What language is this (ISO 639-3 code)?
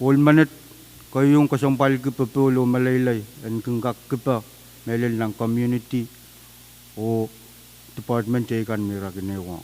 pon